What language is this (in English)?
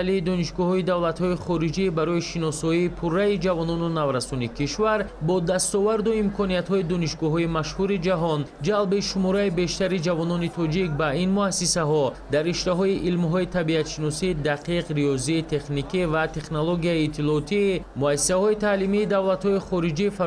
Tajik